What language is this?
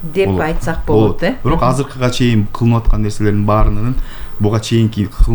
Kyrgyz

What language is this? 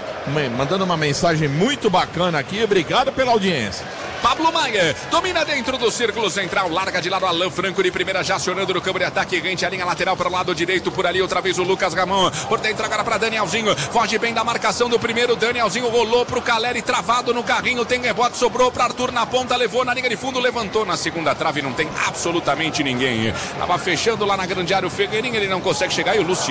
Portuguese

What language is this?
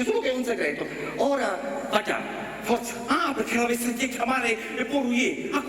Sicilian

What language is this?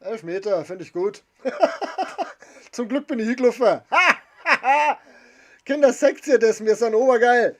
Bavarian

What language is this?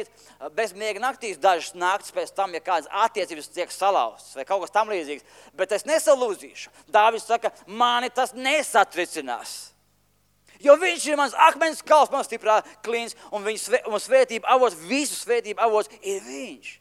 Latvian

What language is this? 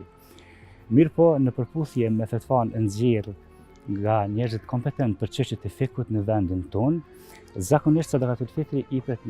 Albanian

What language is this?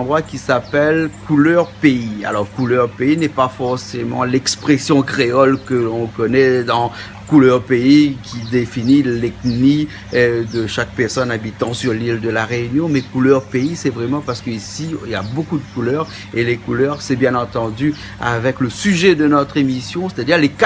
Réunion Creole French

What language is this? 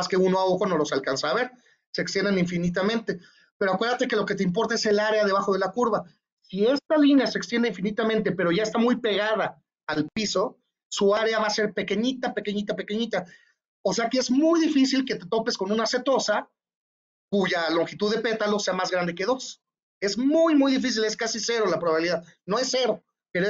Spanish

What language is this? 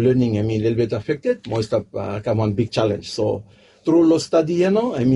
Bislama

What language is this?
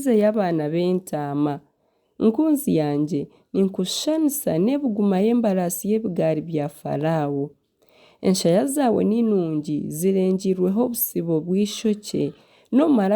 Nyankole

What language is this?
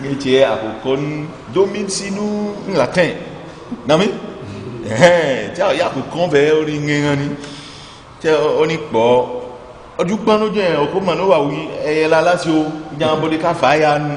Ifè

